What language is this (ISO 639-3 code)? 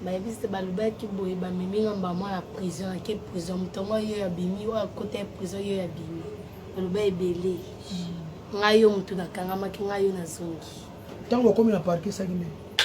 lin